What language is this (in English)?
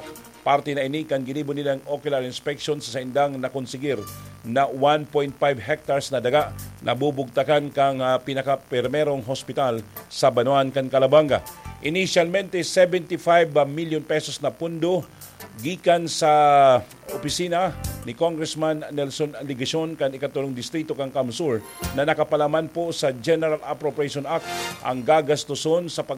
Bikol